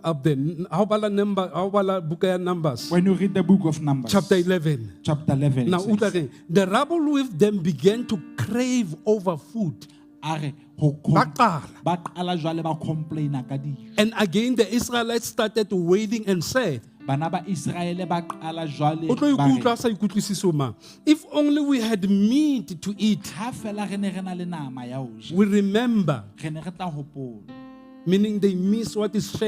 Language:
Southern Sotho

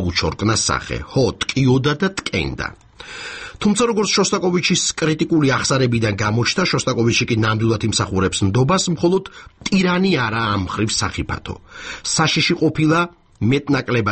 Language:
Georgian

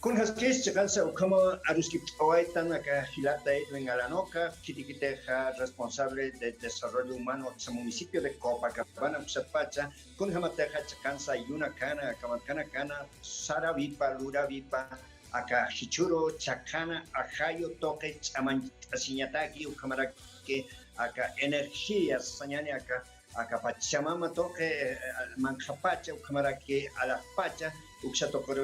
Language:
Aymara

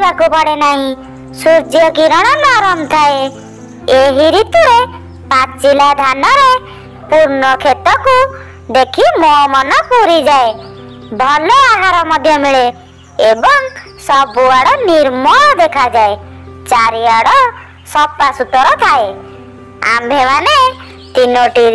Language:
Odia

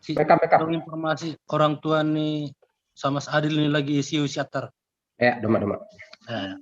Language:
Batak Simalungun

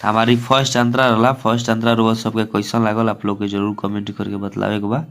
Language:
Bhojpuri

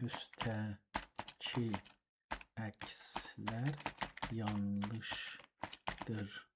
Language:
South Azerbaijani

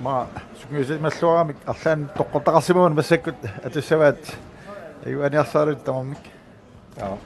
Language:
Kalaallisut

